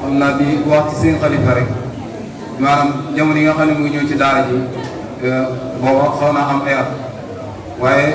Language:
Wolof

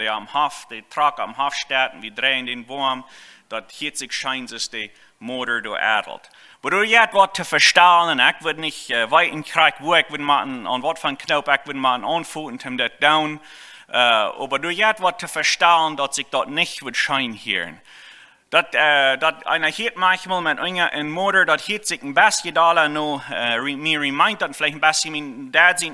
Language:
Plautdietsch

